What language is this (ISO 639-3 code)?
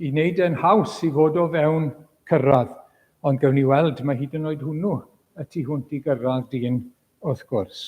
cym